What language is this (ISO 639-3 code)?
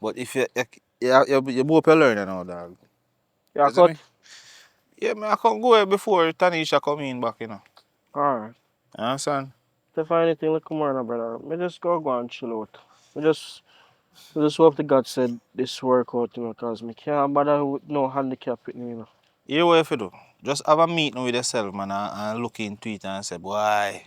jam